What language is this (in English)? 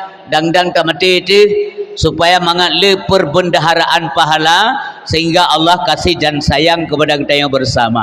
Achinese